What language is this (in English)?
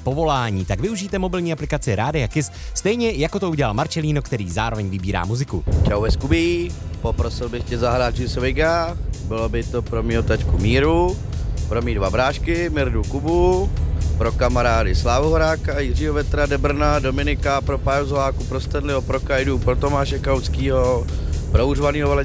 Czech